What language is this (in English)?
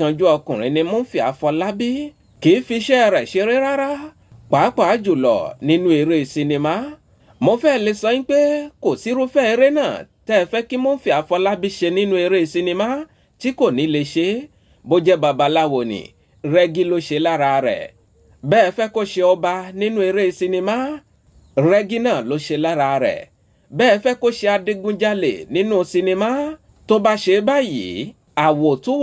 Yoruba